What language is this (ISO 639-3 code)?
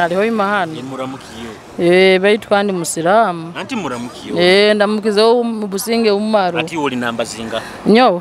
nyo